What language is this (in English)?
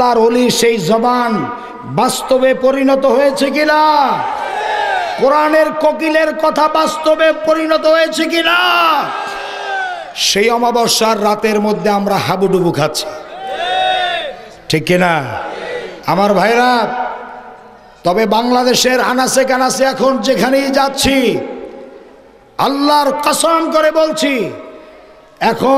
Bangla